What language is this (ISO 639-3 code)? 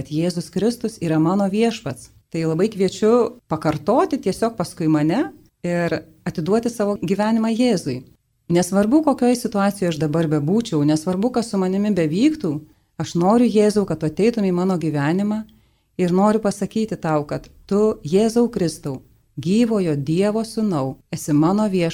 lit